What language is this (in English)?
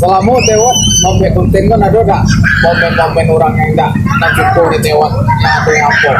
Minangkabau